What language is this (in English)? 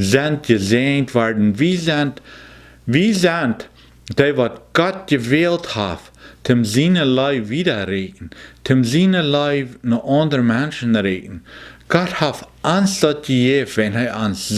Plautdietsch